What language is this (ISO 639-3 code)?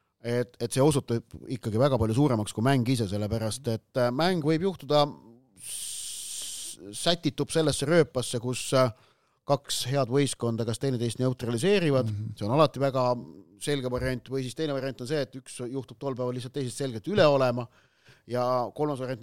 est